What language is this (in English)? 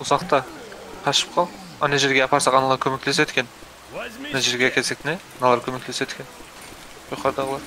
Kara-Kalpak